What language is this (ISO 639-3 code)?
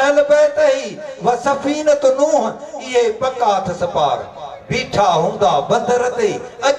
snd